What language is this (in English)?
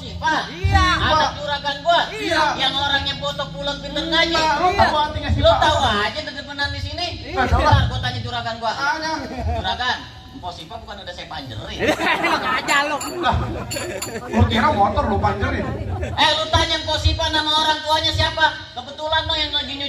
Betawi